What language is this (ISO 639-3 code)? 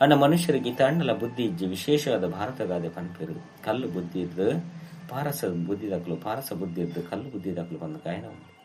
tcy